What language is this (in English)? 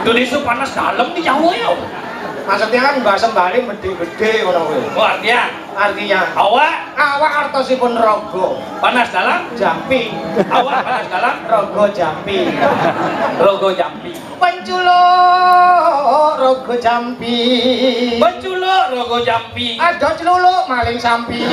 Balinese